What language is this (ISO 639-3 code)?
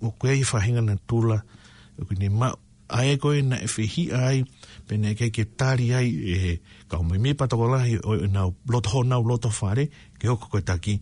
ton